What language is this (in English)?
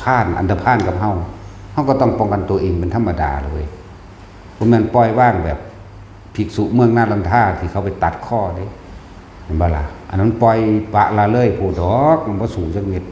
Northeastern Thai